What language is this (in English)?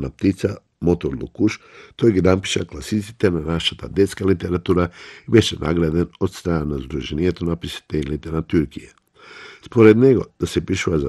Macedonian